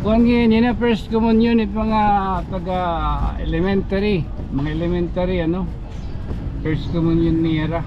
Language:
Waray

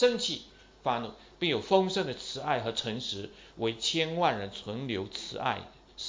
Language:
Chinese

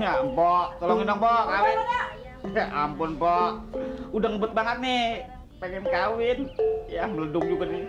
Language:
Betawi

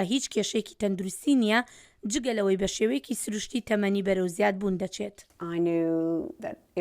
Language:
Central Kurdish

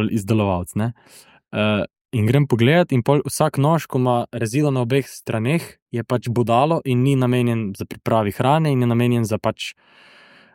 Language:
Slovenian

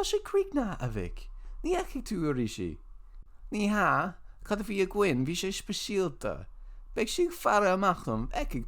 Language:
Irish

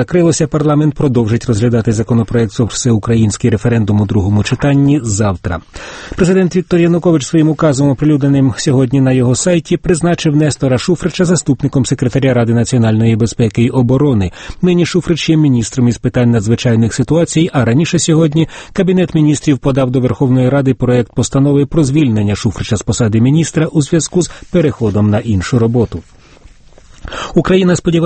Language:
Ukrainian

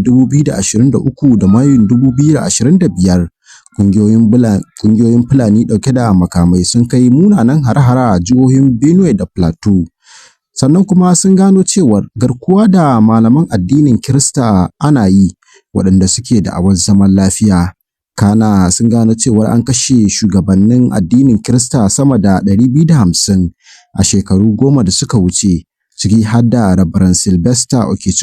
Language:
Hausa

